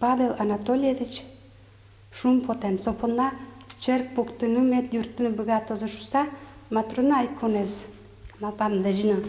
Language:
Udmurt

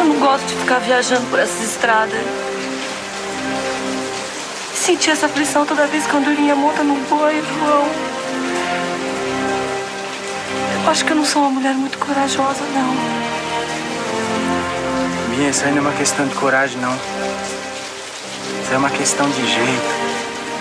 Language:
Portuguese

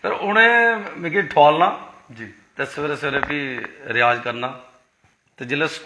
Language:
Dogri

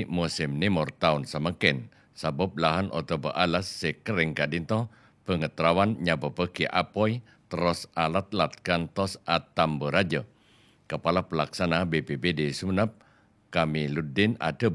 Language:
Madurese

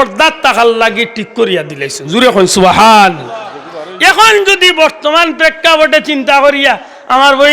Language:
Sylheti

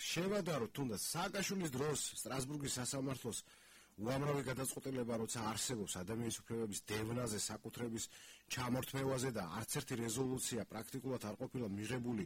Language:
Georgian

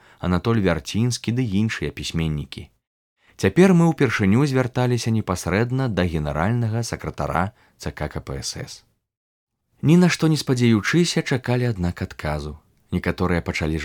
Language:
Belarusian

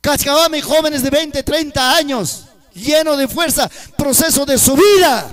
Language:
Ayacucho Quechua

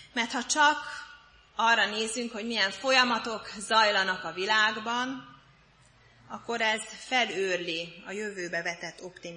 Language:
Hungarian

